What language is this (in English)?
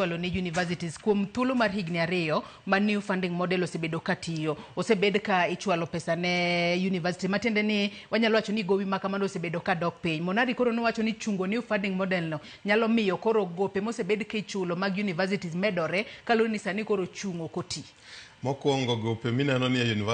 Luo (Kenya and Tanzania)